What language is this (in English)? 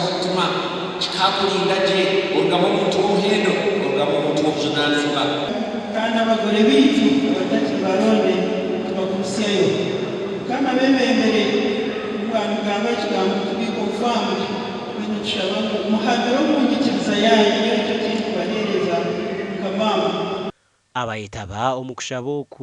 Nyankole